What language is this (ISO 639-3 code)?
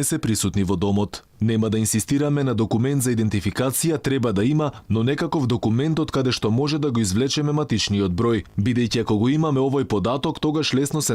mkd